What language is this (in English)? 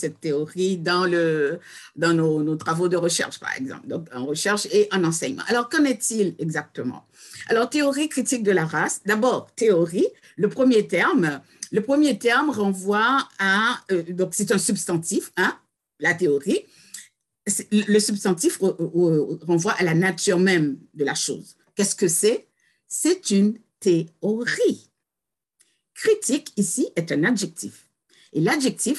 French